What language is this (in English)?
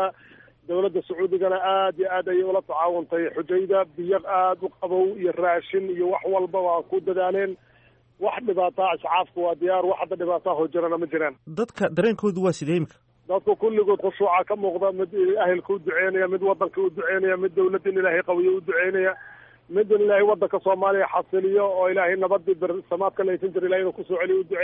Somali